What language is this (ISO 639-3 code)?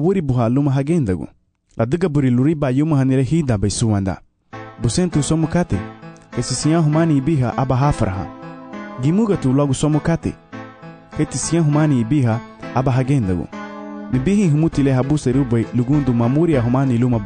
cab